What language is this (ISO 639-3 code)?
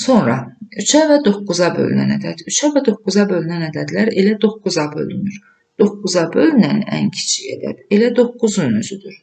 aze